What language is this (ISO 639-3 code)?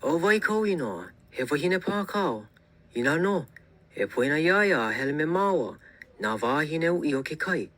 haw